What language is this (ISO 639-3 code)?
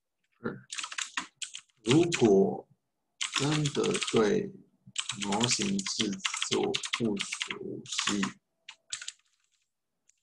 zho